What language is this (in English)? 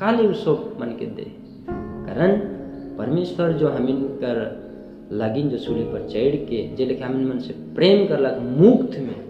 Sadri